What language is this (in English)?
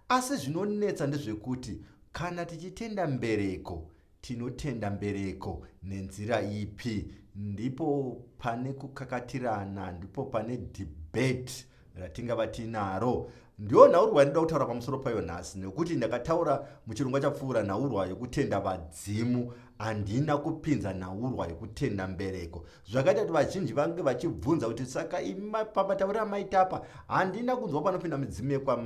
Shona